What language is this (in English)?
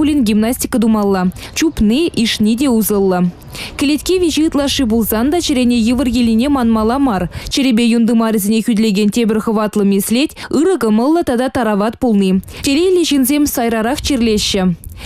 Chuvash